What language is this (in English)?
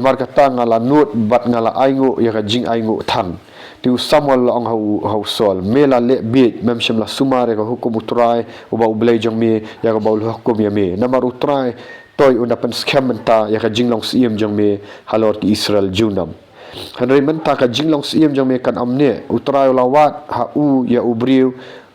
Khasi